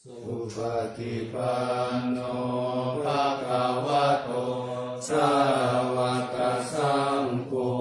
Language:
Pali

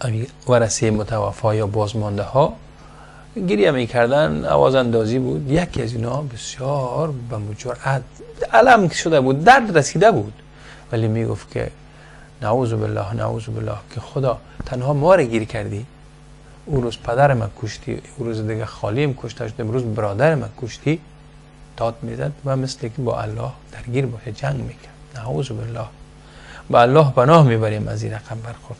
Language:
Persian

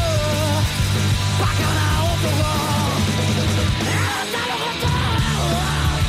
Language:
Japanese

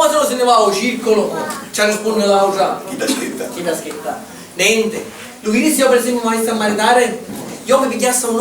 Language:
Sicilian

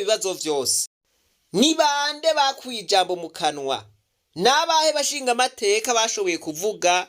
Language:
Rundi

